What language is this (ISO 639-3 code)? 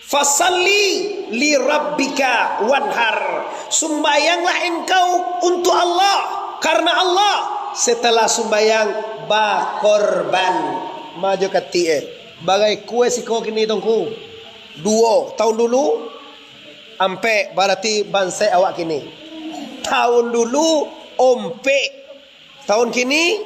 min